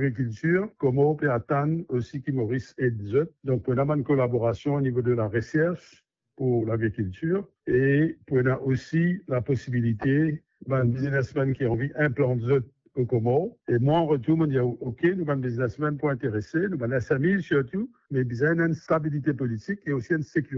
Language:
Morisyen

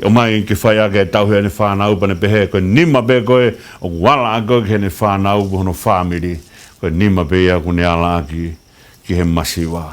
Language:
Tongan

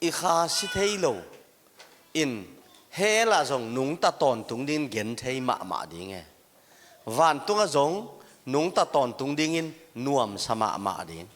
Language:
Tedim Chin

